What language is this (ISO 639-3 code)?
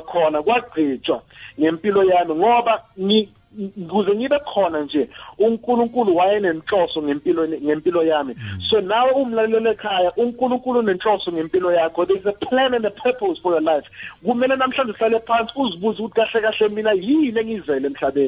nbl